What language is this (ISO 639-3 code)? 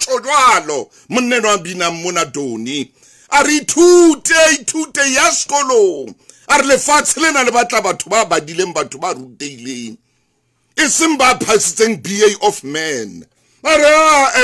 sot